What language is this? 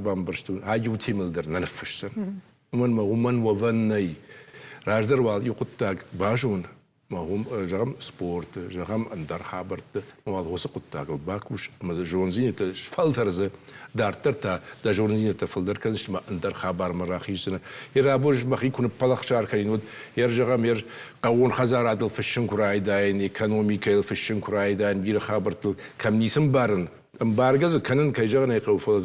Ossetic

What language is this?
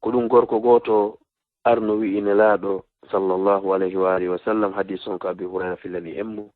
Fula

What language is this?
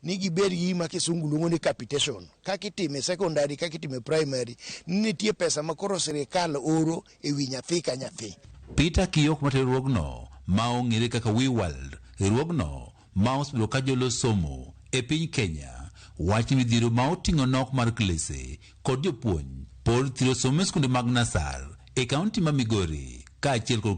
Luo (Kenya and Tanzania)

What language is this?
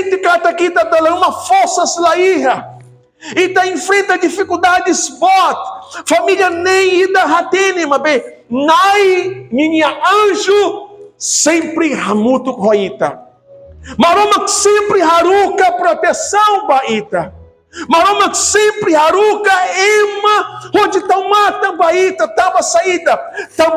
Tetum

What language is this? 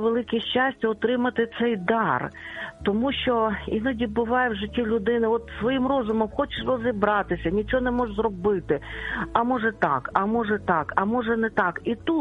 Ukrainian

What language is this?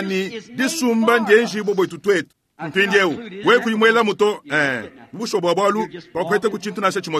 Luba-Lulua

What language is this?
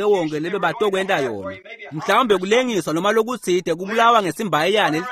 Swati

